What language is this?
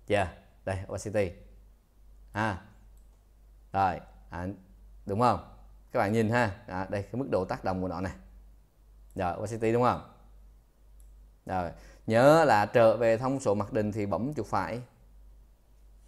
Vietnamese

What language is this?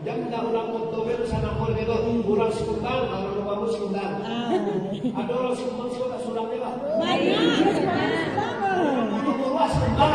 Minangkabau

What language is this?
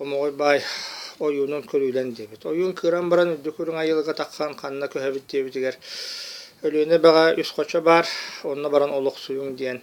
Yakut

